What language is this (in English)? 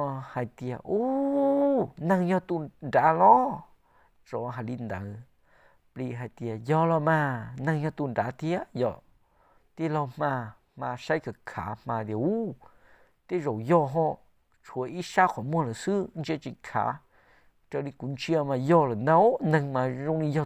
Hmong